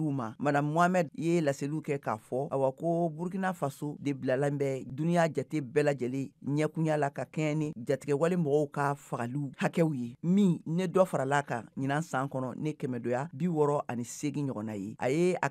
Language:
Bambara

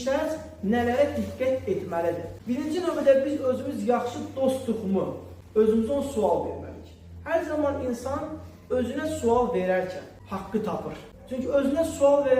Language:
Azerbaijani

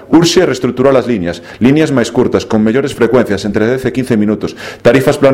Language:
Galician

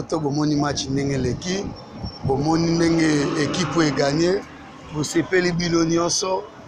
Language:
Lingala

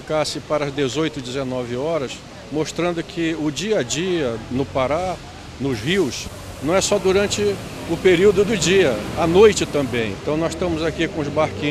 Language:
Portuguese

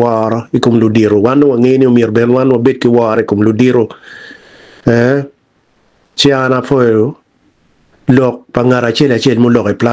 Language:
Acoli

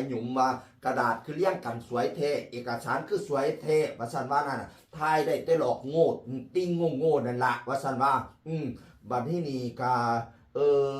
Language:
Northeastern Thai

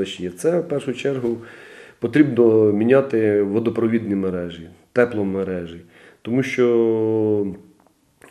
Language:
Ukrainian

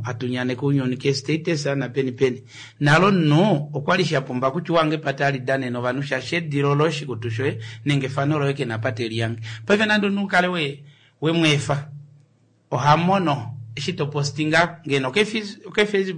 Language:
Kuanyama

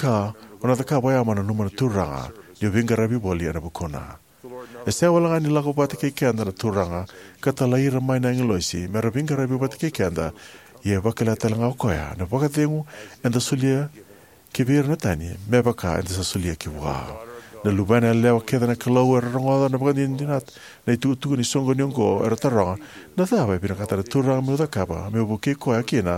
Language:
Fijian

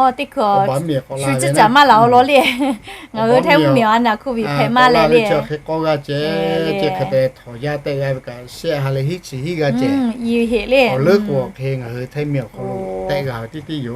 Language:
Lahu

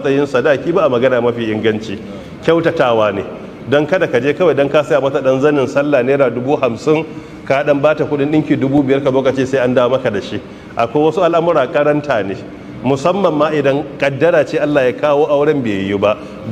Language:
Hausa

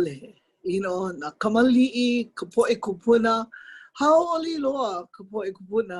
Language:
Hawaiian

